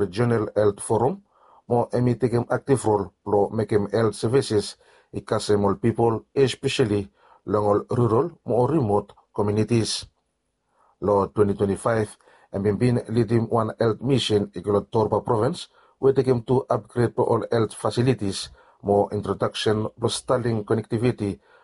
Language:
Bislama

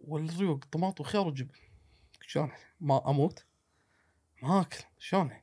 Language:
Gulf Arabic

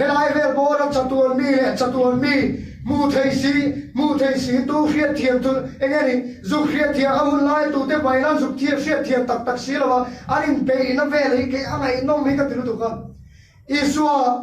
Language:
Mizo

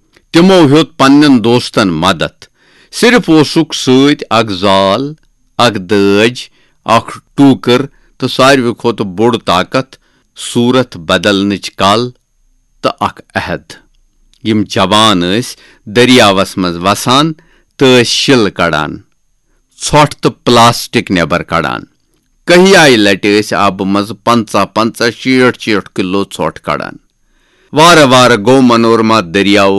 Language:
Kashmiri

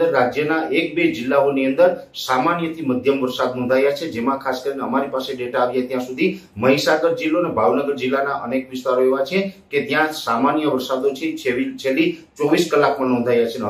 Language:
Gujarati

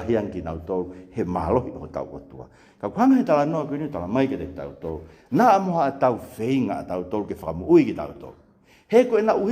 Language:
Tongan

